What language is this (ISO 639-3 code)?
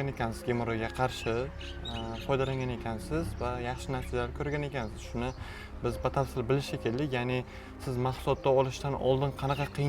uzb